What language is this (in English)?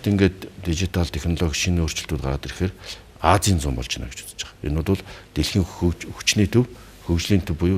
Mongolian